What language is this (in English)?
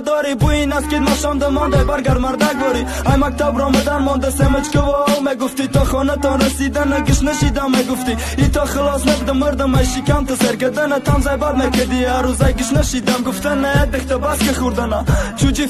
Tajik